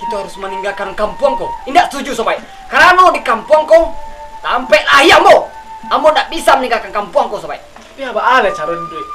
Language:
Minangkabau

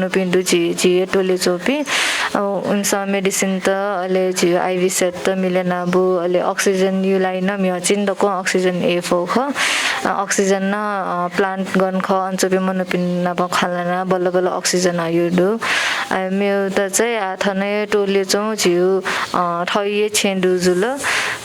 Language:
Newari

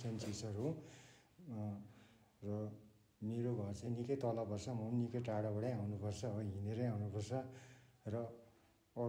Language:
Nepali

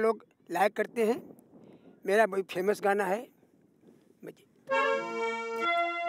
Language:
Bhojpuri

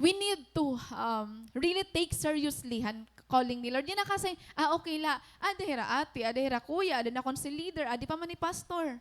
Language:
Waray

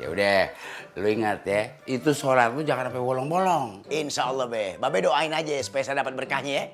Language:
Betawi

